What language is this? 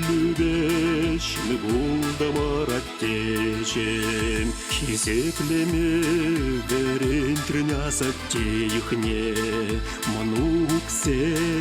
Chuvash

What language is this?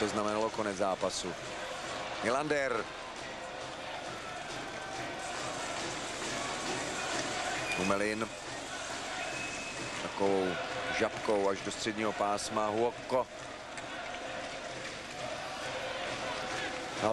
Czech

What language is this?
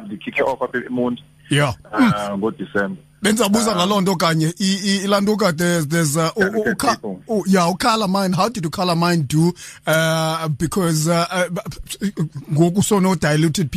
Xhosa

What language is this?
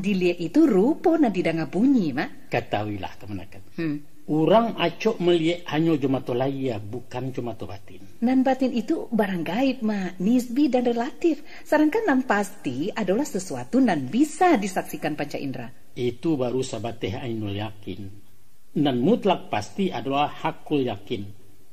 Minangkabau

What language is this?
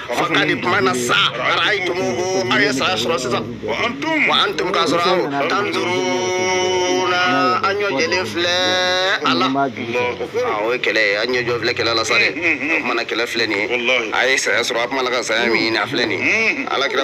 Bambara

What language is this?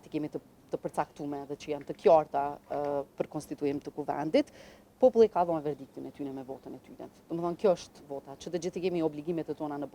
Albanian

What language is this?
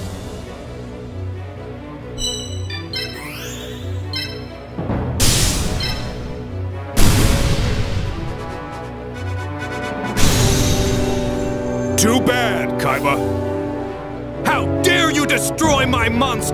English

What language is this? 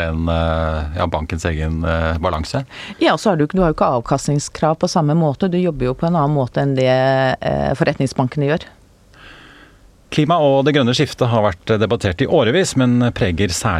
Norwegian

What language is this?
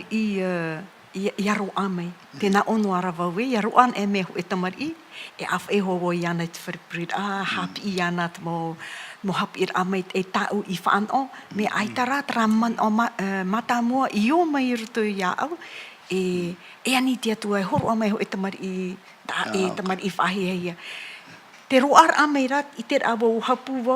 Tahitian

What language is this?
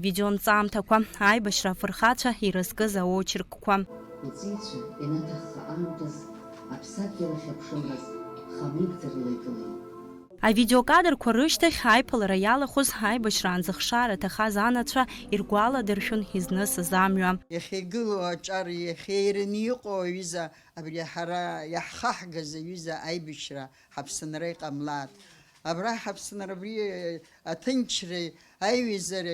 Abkhazian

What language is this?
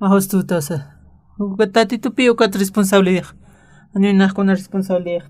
Aymara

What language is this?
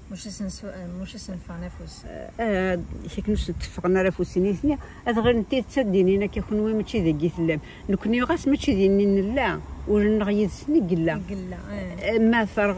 Kabyle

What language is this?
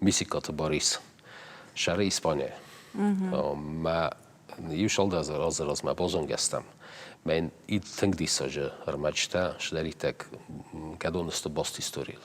Ossetic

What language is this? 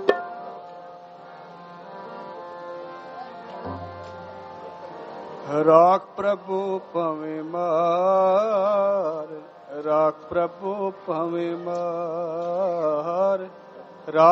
Punjabi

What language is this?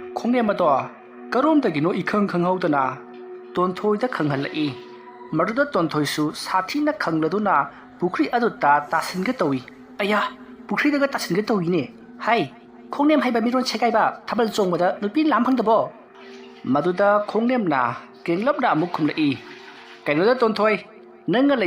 Manipuri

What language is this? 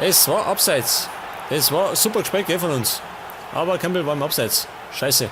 Bavarian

